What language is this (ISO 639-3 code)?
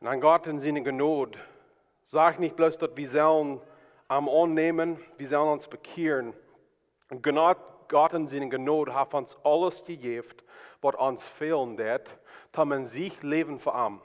pdt